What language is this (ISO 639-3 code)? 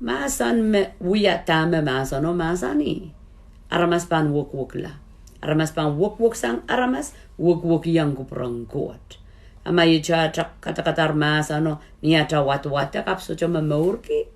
pon